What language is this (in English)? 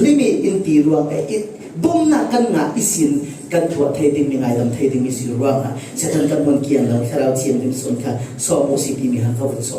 Falam Chin